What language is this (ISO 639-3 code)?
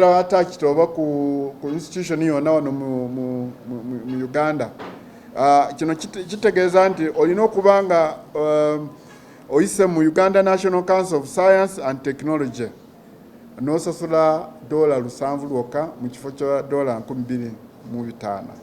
lug